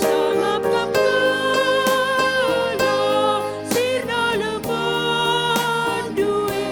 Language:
Batak Karo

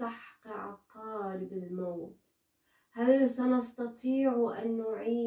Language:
Arabic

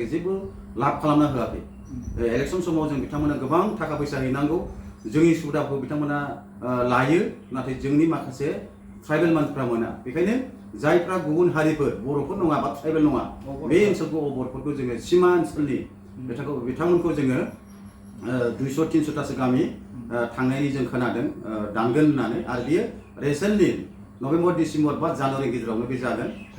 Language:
Bodo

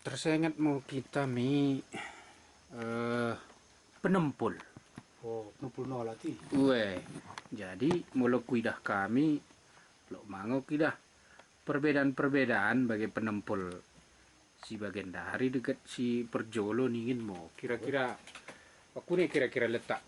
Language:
Batak Dairi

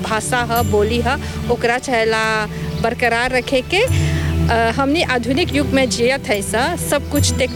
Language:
Bhojpuri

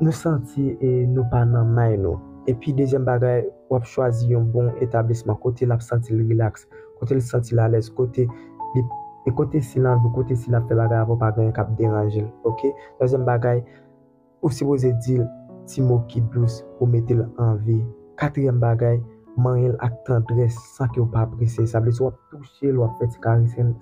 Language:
Haitian Creole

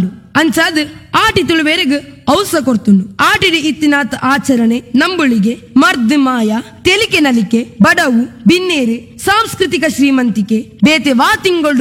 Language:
Tulu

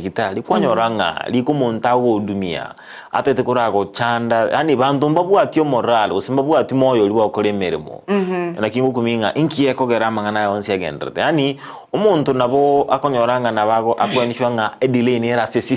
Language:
Gusii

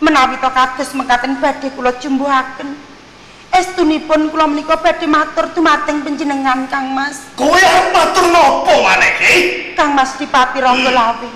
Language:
Javanese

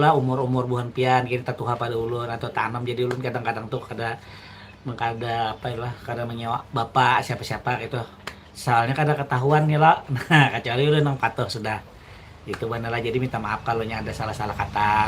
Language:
Banjar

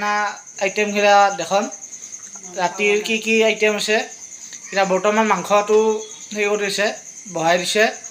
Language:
Assamese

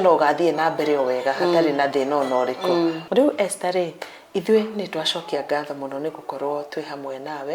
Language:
Kikuyu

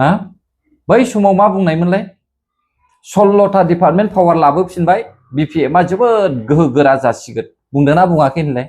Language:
Bodo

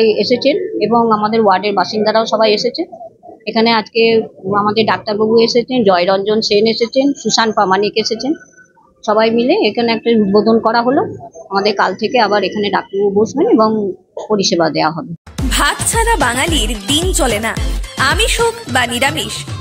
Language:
Bangla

